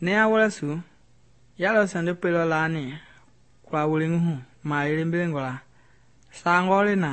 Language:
Mende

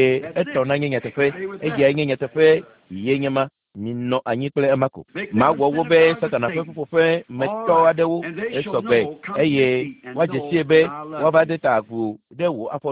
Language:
Ewe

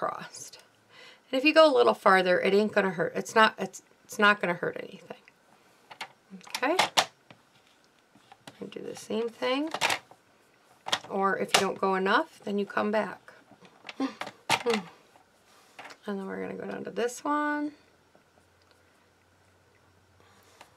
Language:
English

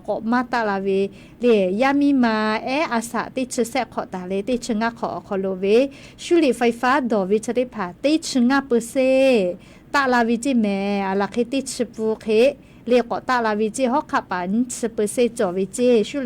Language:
Lahu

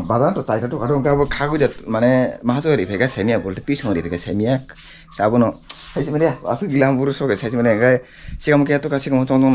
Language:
Kok Borok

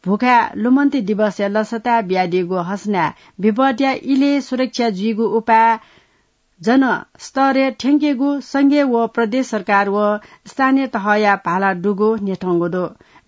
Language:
Newari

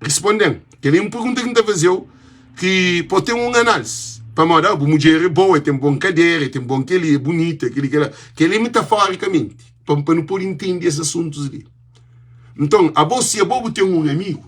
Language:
Kabuverdianu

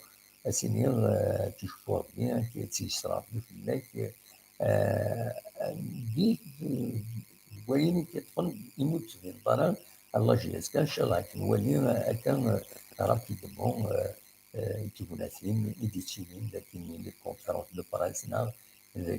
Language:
Kabyle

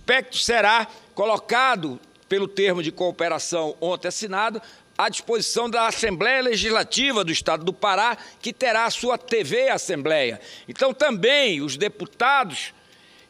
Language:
Portuguese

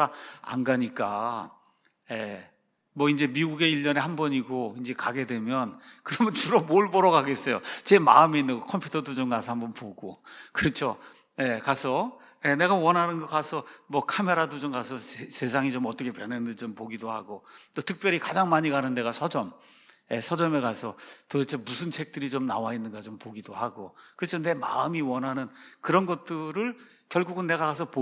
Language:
Korean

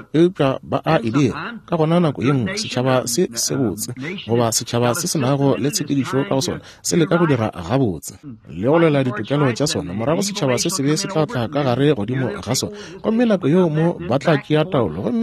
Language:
Northern Sotho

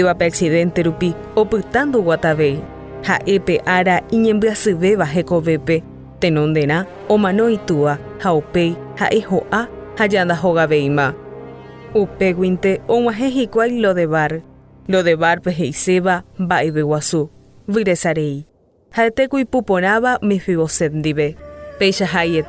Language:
Guarani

